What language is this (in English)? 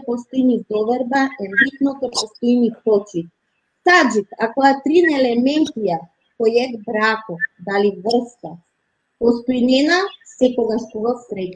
Balkan Romani